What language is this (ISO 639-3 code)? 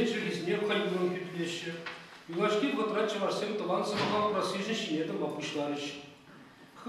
chv